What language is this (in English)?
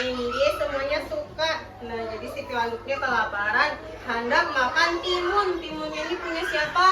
Banjar